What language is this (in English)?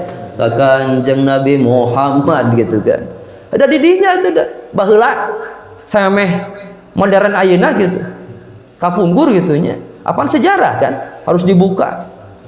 Sundanese